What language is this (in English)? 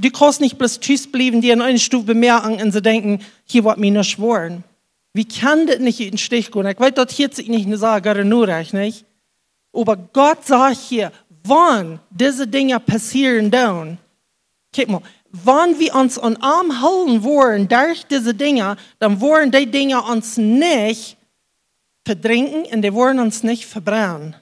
Plautdietsch